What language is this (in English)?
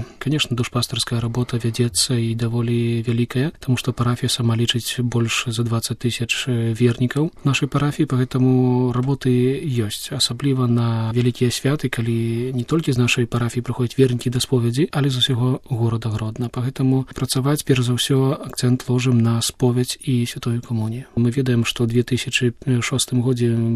Belarusian